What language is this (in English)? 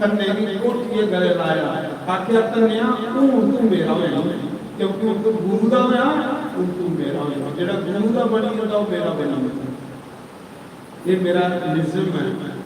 Dogri